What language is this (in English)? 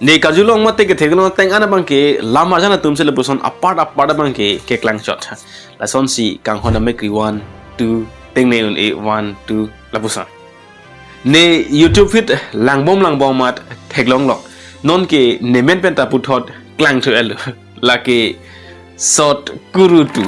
Karbi